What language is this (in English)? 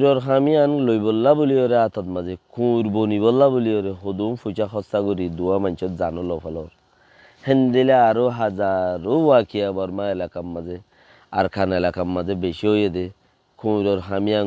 Rohingya